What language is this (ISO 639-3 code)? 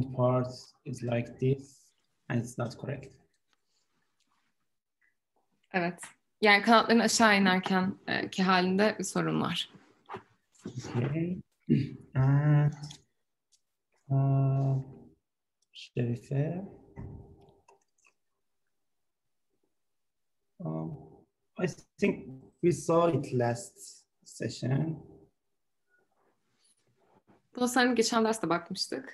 tur